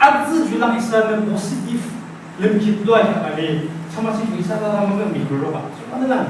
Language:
Yimchungru Naga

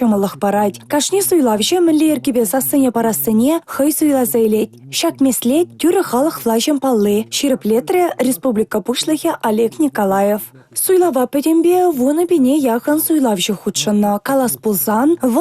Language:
Chuvash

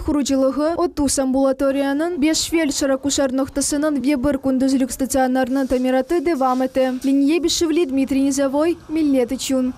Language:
Crimean Tatar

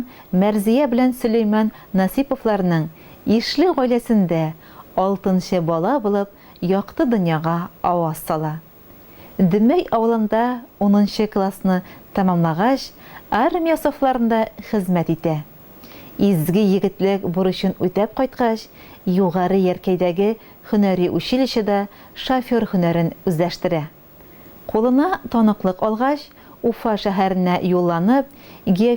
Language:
Tatar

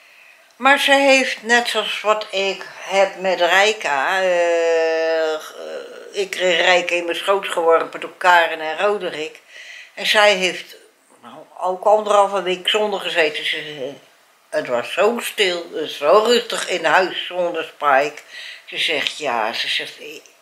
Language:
Dutch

